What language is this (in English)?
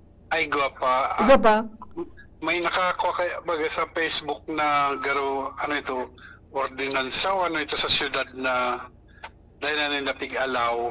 Bikol